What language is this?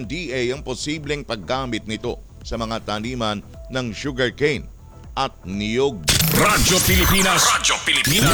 Filipino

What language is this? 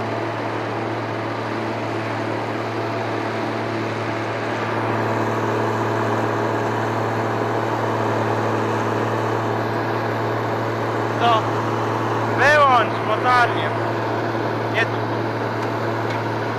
Polish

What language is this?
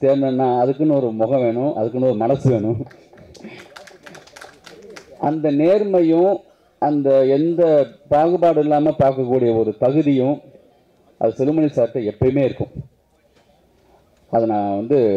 Tamil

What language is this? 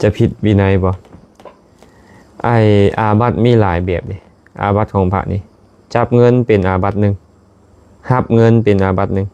Lao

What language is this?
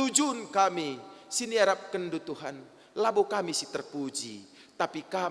Batak Karo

